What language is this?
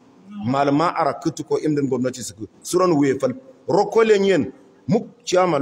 Hausa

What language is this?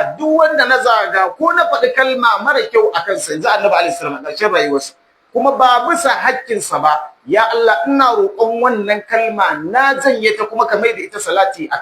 Hausa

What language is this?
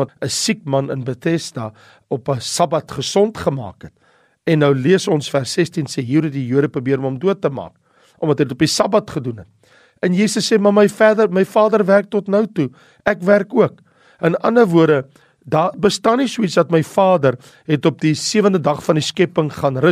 Afrikaans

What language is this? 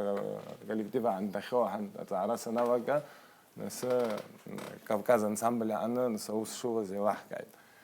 Abkhazian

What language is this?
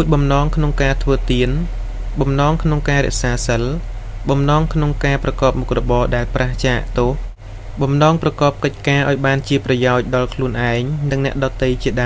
Khmer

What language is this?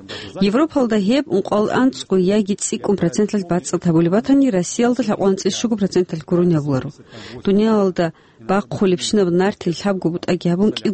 Avaric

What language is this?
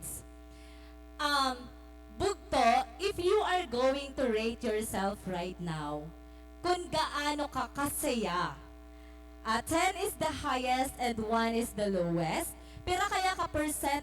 Waray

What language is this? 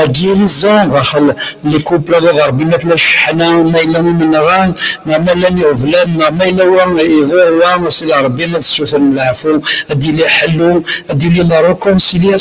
Kabyle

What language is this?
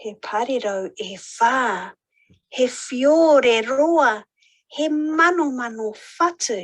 Māori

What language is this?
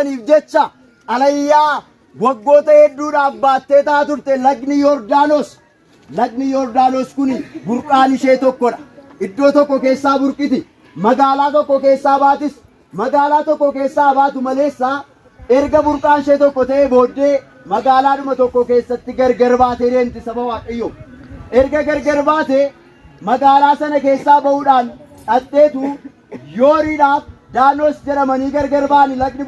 Oromo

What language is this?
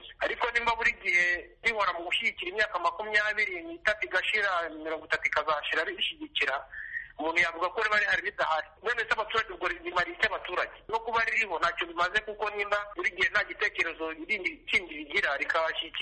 Kinyarwanda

